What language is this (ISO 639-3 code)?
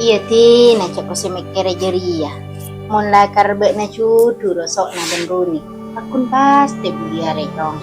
mad